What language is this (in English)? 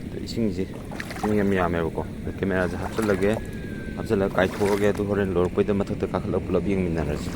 Manipuri